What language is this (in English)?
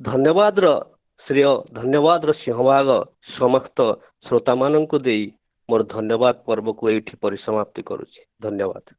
Odia